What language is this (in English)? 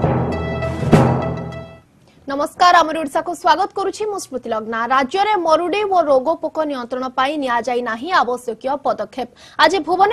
Odia